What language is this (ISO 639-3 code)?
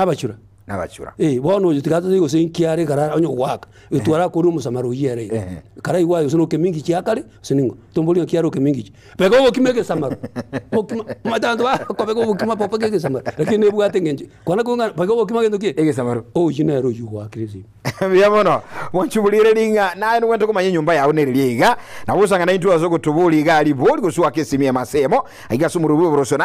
guz